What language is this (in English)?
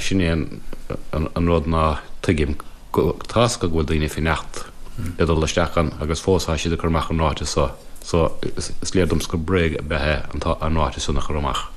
Irish